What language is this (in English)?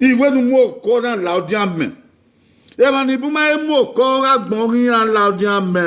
Bini